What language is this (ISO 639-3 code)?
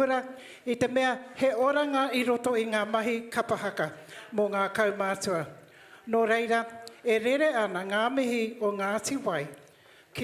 mri